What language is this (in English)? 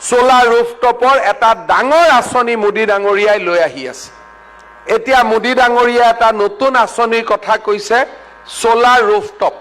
Assamese